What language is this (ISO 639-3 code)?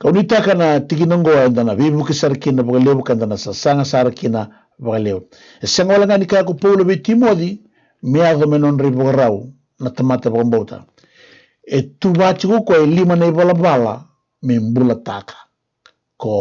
fij